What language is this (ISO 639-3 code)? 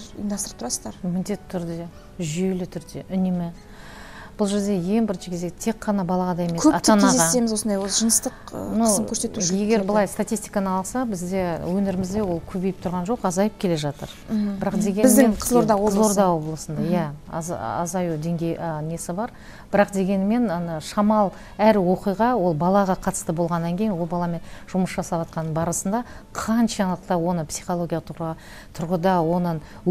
kaz